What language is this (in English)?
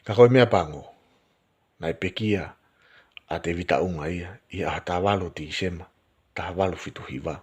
Tongan